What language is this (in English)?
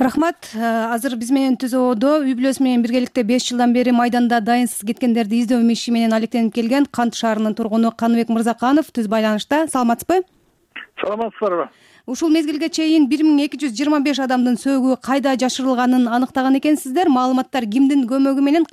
Kyrgyz